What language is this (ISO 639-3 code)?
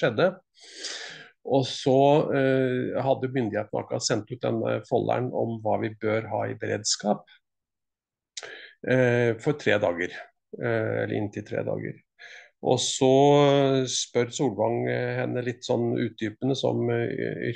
nor